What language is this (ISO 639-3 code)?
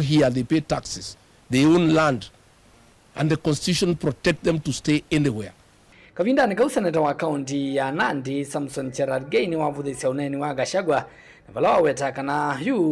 kam